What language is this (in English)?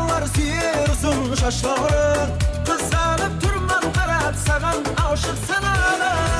Kara-Kalpak